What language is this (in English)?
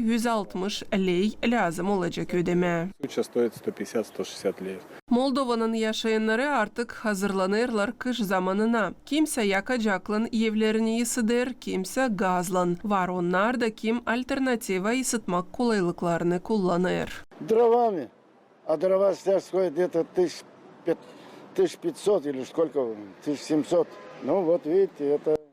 Gagauz